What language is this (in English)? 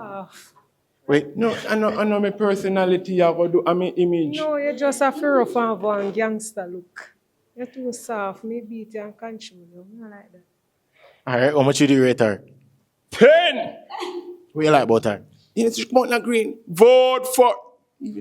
Jamaican Creole English